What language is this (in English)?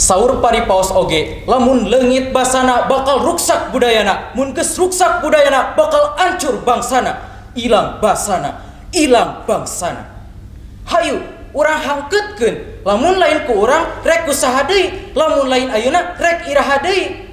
Sundanese